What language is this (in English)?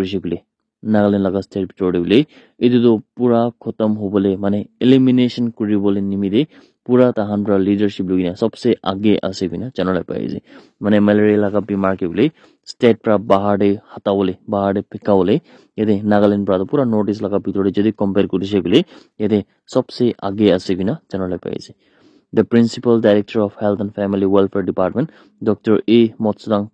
Naga Pidgin